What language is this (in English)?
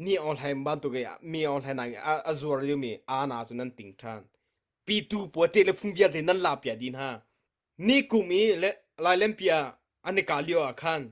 Hakha Chin